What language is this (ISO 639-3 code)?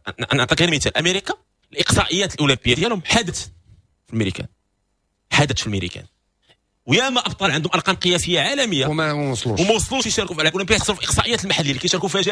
ary